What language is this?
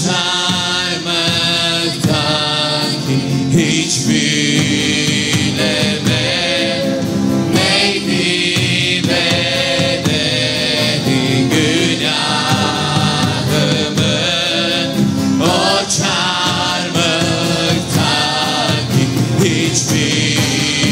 Turkish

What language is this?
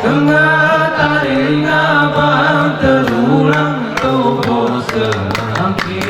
Gayo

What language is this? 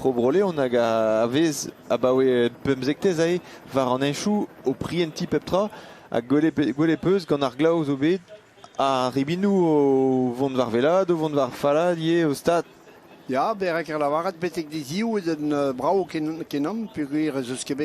Breton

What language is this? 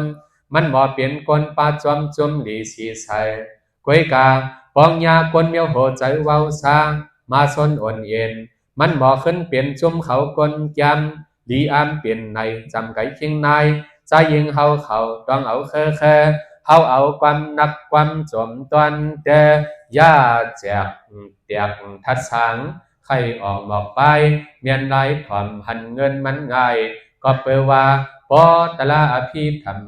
Shan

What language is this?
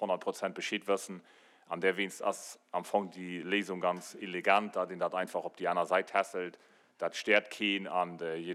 Luxembourgish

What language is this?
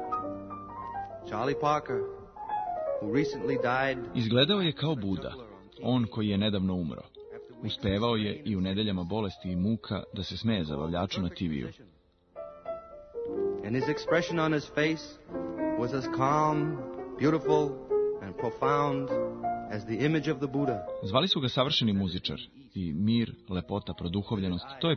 Serbian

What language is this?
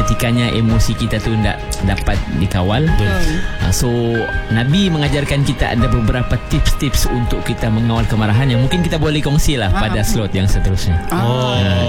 Malay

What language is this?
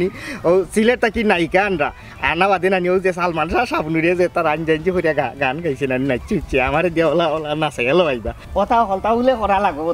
Sylheti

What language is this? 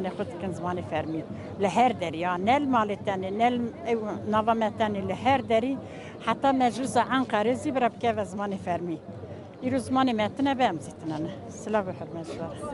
Kurdish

